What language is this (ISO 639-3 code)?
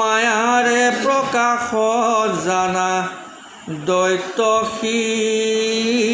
asm